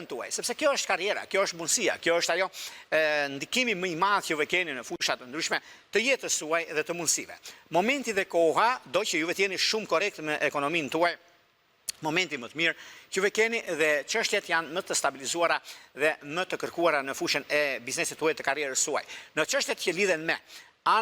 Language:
Albanian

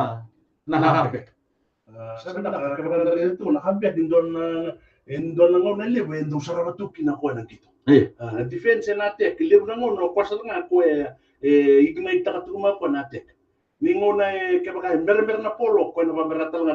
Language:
Fijian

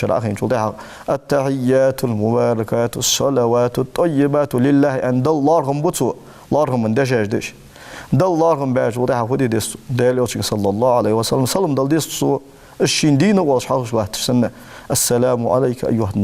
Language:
Ingush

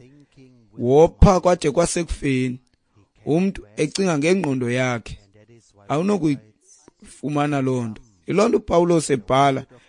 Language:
Xhosa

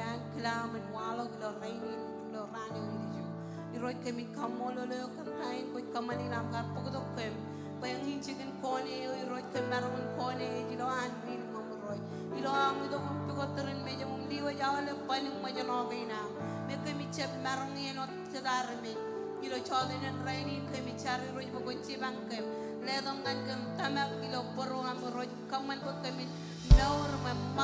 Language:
Marshallese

